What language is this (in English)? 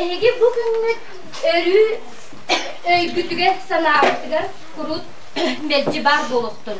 Yakut